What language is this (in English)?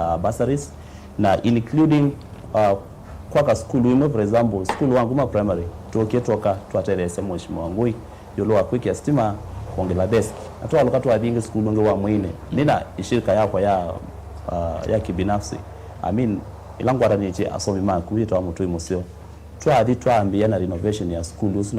Kamba